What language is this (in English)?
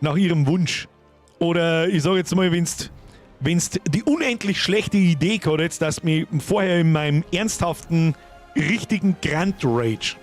Bavarian